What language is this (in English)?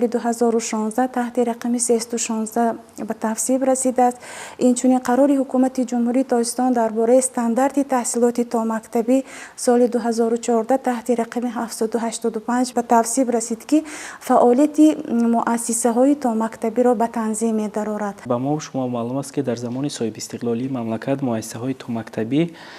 Tajik